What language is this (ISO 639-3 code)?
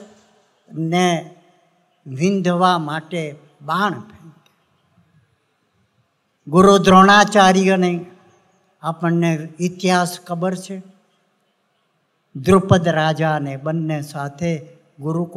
guj